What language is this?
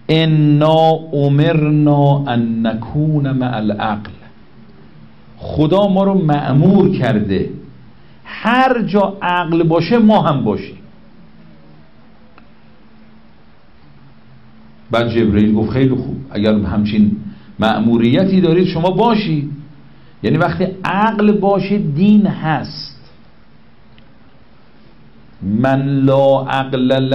Persian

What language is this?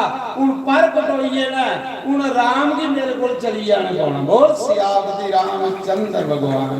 Dogri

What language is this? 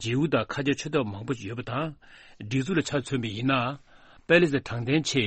Tibetan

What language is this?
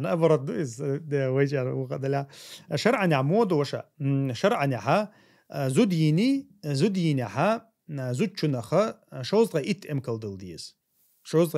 Chechen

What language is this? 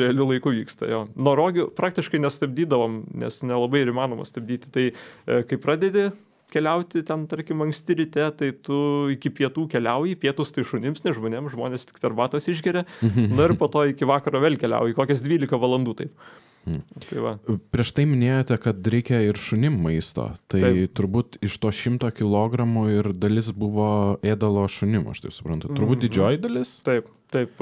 Lithuanian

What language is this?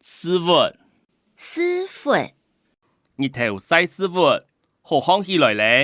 Hakka Chinese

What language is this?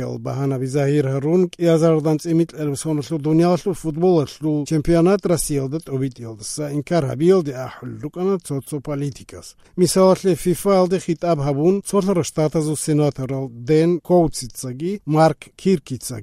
Avaric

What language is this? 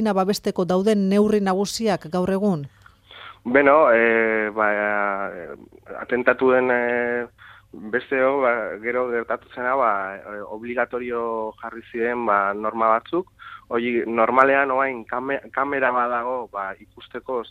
Basque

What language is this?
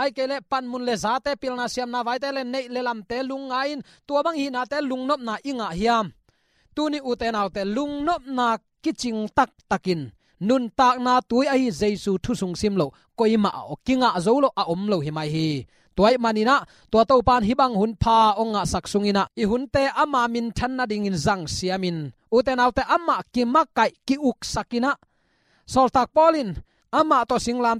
Tedim Chin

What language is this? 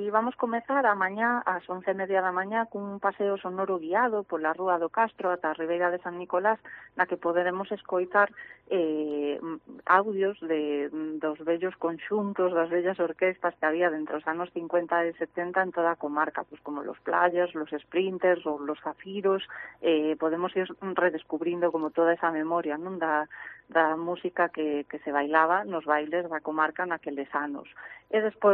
Galician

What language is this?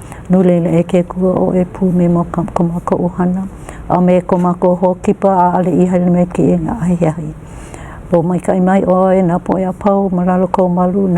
Hawaiian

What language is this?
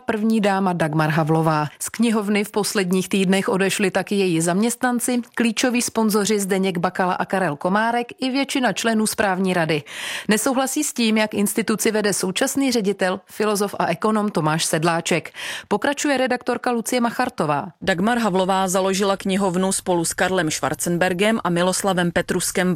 Czech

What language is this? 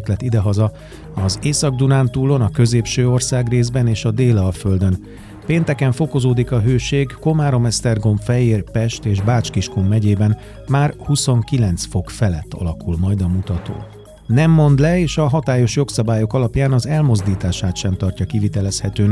Hungarian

